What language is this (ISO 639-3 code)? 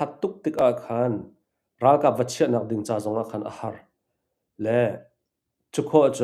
cnh